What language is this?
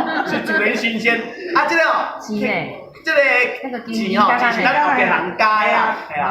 Min Nan Chinese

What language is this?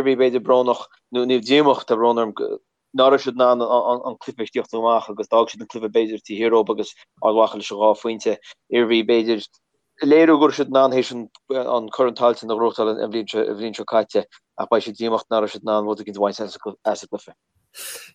Irish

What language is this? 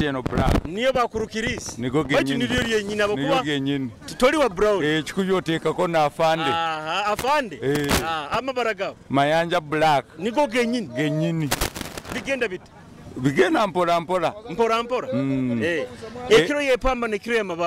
Nyoro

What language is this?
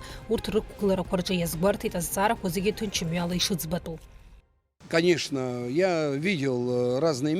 Abkhazian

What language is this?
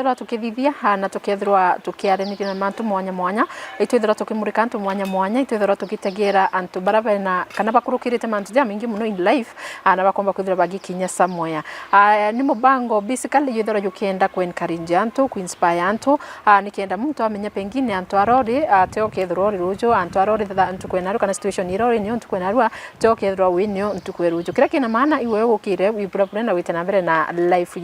Meru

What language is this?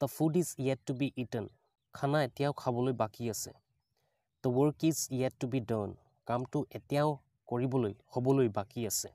Assamese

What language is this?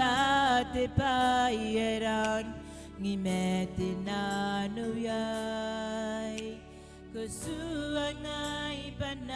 Gilbertese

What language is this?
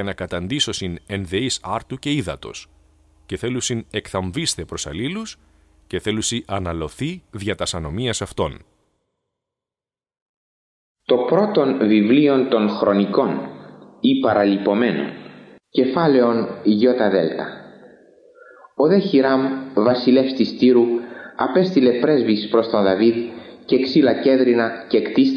Greek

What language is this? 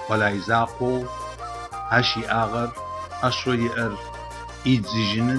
Adyghe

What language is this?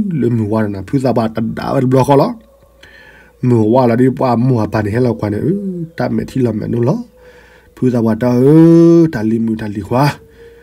S'gaw Karen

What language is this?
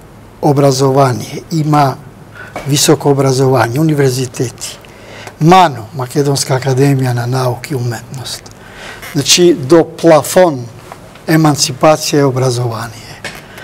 Macedonian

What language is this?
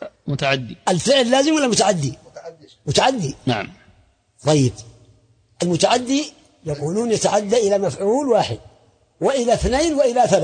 Arabic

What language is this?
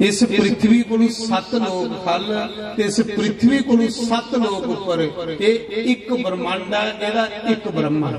Dogri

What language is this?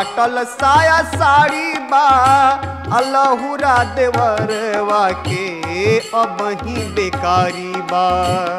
Bhojpuri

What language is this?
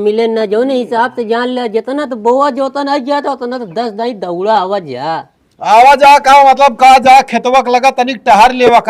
Awadhi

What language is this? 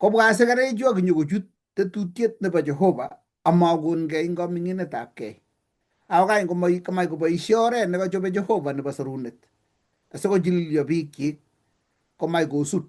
Kalenjin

